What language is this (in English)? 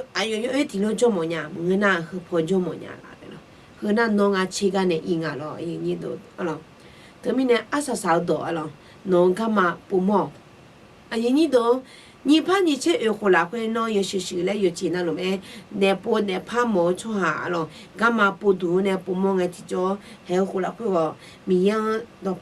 Akha